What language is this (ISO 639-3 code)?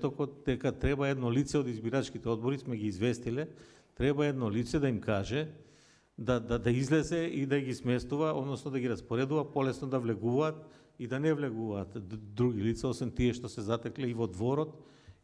mkd